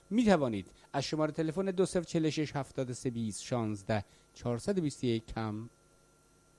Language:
Persian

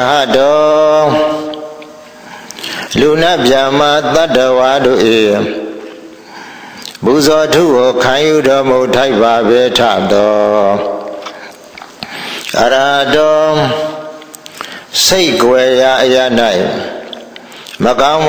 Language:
Burmese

